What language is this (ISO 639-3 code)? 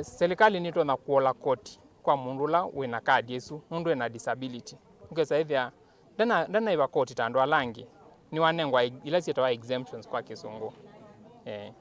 kam